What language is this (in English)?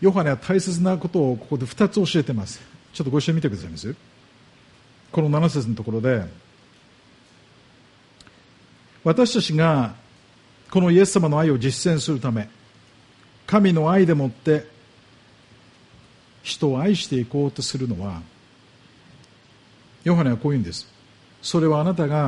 Japanese